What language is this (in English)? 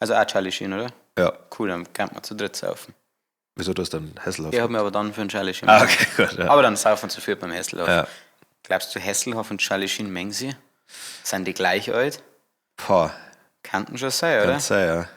Bavarian